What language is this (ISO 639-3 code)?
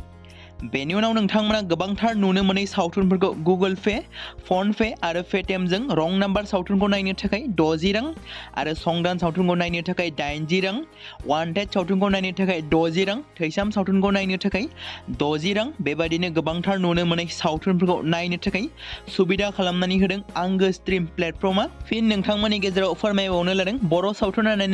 brx